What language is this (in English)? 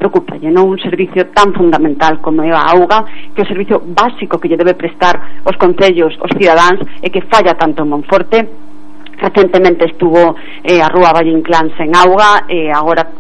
Galician